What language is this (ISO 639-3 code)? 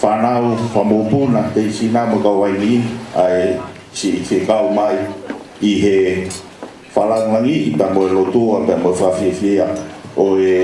ton